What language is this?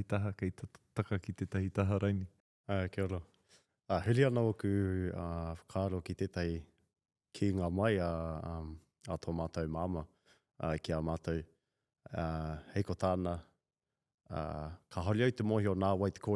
Māori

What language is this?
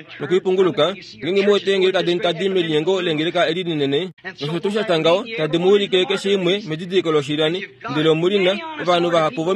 Kuanyama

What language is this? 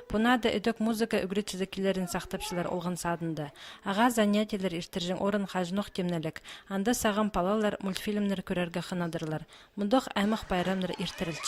Khakas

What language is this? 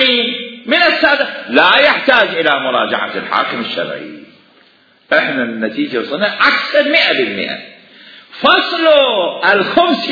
Mesopotamian Arabic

